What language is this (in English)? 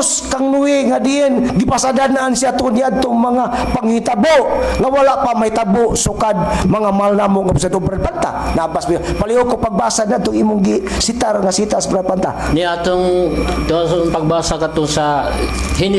Cebuano